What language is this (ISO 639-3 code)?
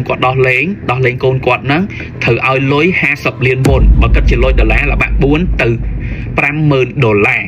khm